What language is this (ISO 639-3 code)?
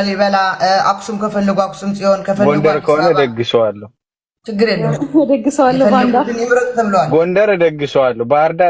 amh